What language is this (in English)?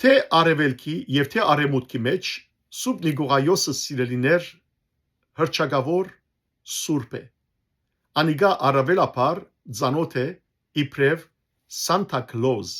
Western Armenian